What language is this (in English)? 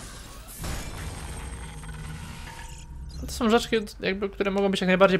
Polish